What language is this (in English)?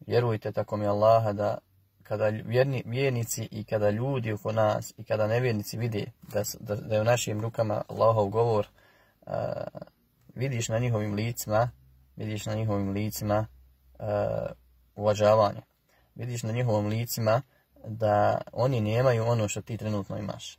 Bosnian